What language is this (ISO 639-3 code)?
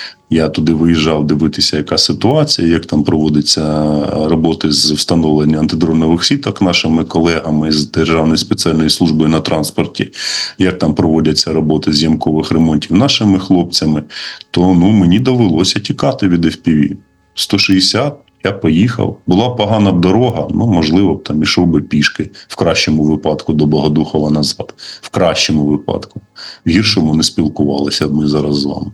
ukr